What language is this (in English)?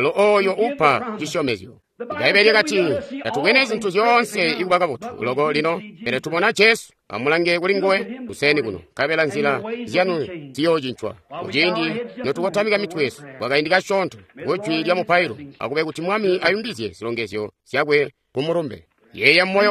Tonga (Zambia)